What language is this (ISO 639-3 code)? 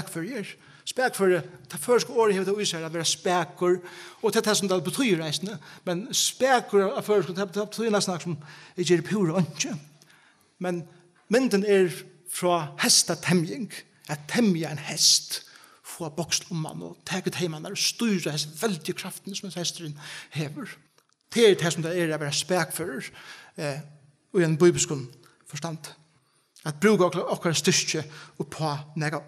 fao